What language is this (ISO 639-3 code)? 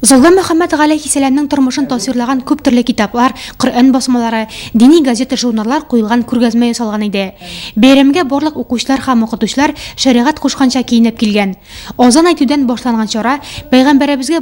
tat